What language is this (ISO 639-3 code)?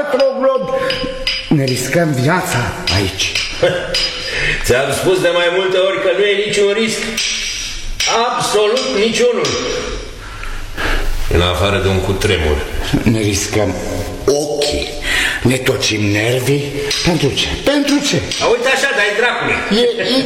ron